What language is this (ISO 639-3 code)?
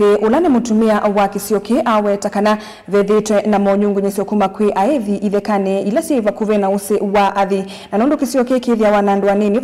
kam